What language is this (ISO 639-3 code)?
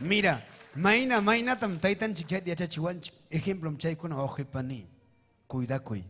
quy